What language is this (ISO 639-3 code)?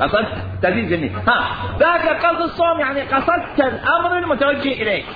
acm